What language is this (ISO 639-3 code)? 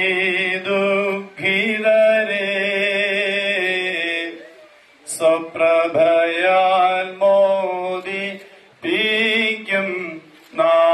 mal